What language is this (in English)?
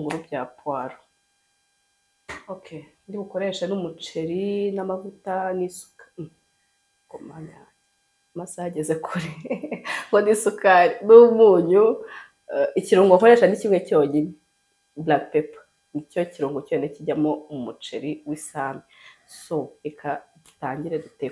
Kinyarwanda